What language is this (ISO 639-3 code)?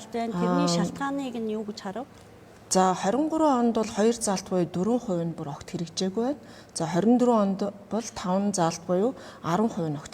mon